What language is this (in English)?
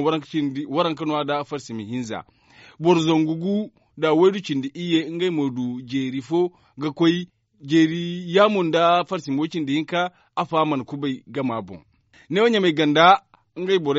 Zarma